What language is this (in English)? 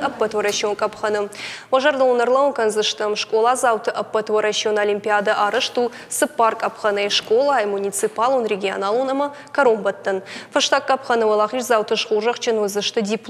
Ossetic